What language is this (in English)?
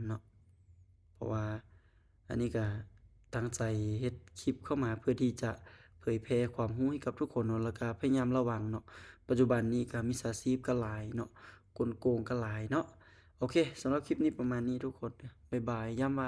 Lao